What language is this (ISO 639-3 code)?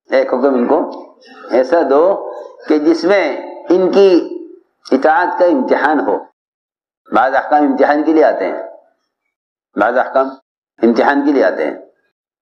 urd